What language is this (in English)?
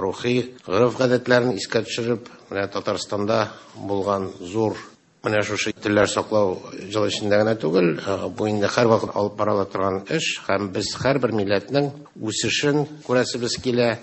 Tatar